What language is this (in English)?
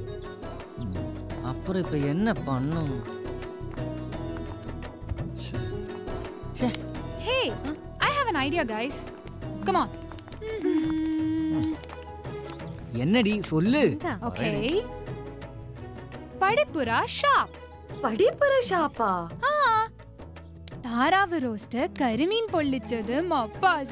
Malayalam